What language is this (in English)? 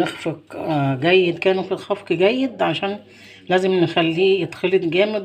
Egyptian Arabic